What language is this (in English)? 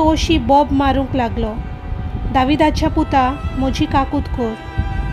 Konkani